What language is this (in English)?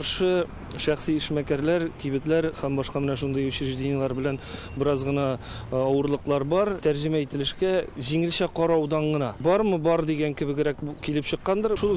Tatar